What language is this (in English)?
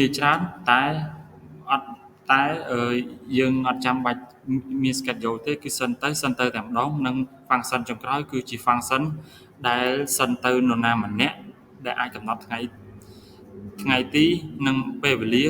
Khmer